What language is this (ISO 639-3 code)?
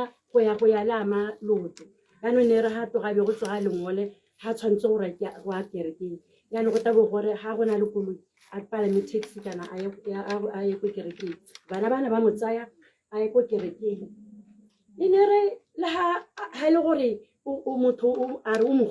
tsn